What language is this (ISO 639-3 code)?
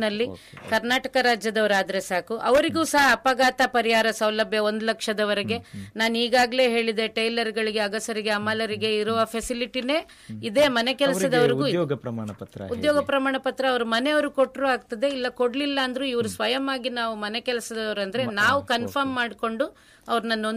kan